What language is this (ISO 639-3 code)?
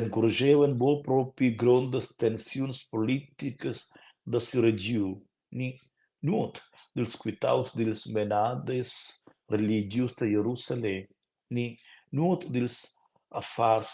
roh